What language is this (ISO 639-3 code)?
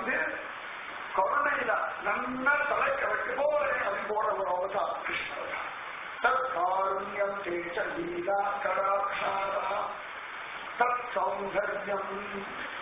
tam